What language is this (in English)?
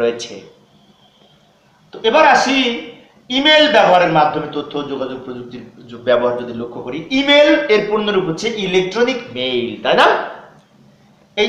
Bangla